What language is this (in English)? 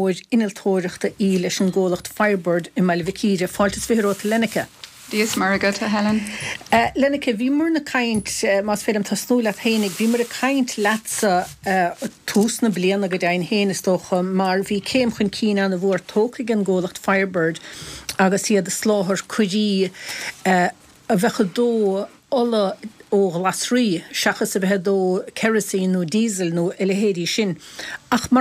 Irish